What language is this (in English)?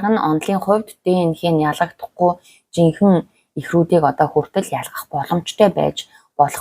Mongolian